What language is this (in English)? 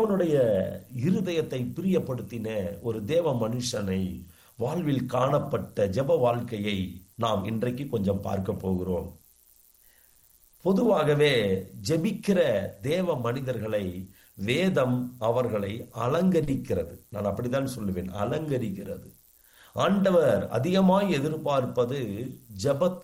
Tamil